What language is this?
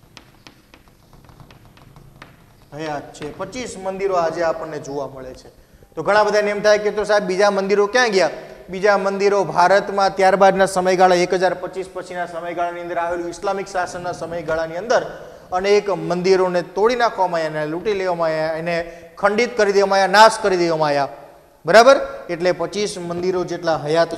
Gujarati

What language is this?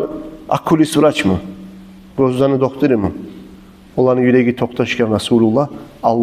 Kumyk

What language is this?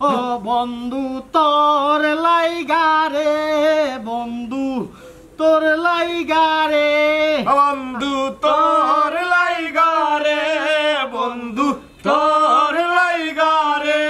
Sylheti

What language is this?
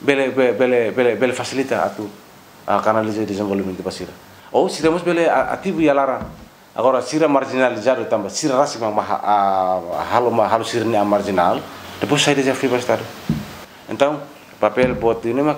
Tetum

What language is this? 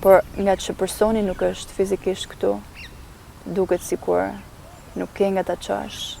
Albanian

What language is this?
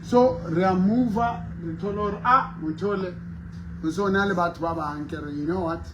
Southern Sotho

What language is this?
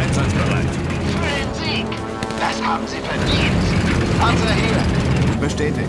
Bavarian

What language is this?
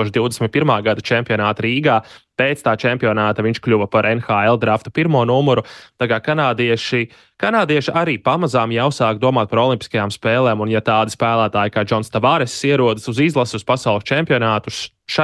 Latvian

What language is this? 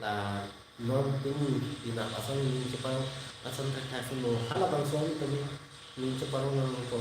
Karbi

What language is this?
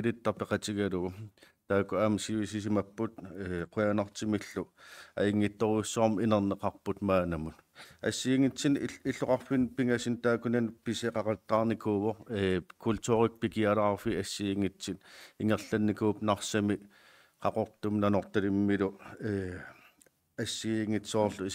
Kalaallisut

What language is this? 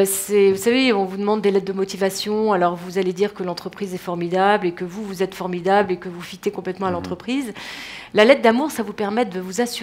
French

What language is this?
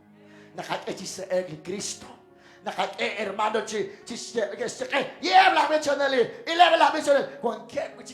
Kekchí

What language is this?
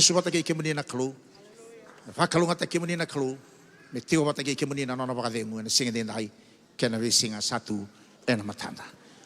Fijian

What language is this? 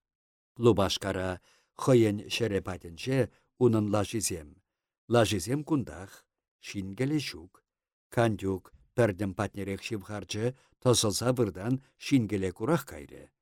Chuvash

